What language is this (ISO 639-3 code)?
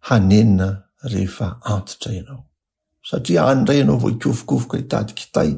mlg